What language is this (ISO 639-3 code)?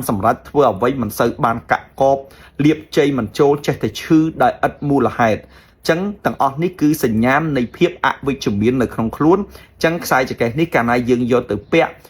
khm